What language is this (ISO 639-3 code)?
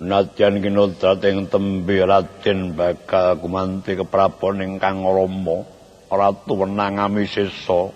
jav